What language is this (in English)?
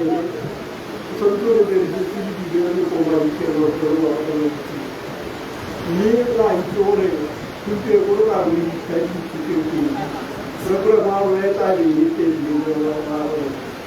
Tswana